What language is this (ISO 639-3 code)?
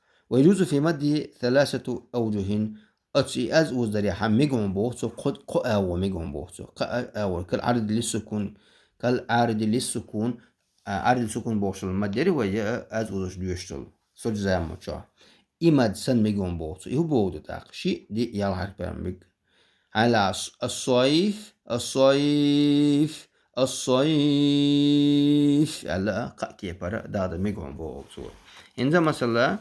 che